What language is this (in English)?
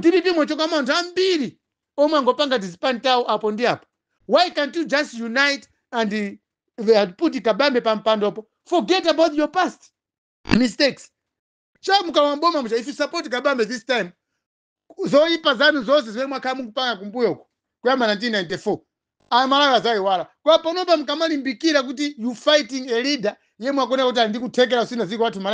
Nyanja